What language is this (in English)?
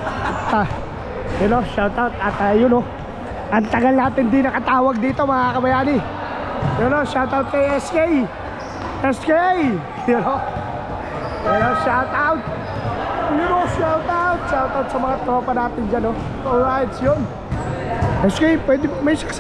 Filipino